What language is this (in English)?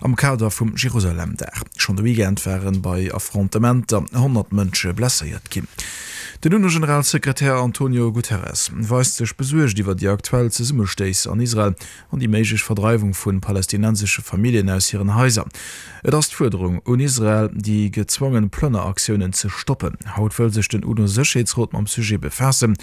Luxembourgish